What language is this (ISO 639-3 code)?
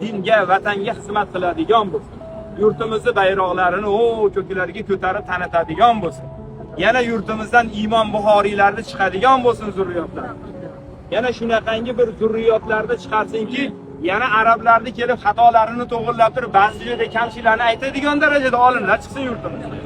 uzb